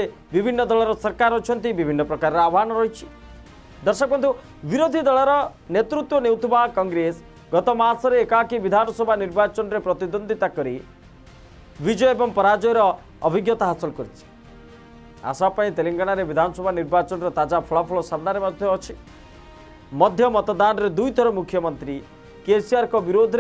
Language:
Odia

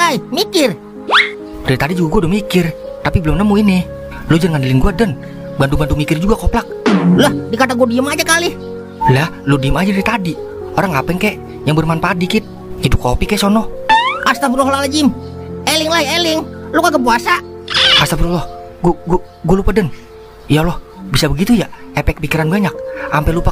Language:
Betawi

